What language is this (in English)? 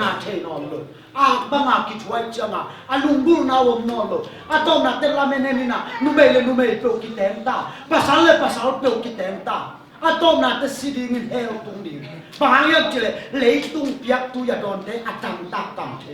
Tedim Chin